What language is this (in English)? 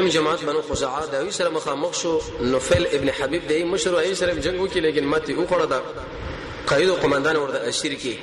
Pashto